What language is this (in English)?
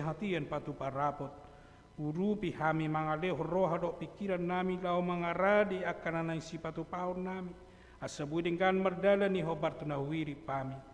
Batak Toba